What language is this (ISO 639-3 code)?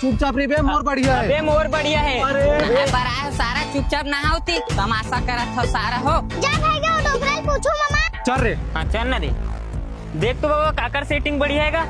hne